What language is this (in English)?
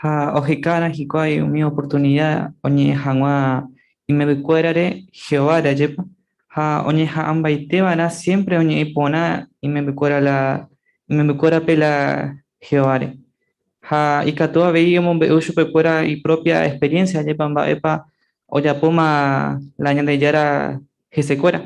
Guarani